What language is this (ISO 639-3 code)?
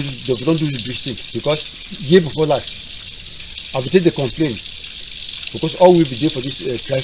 wes